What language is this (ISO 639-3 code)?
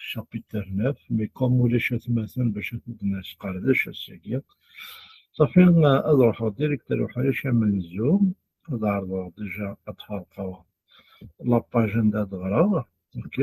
kab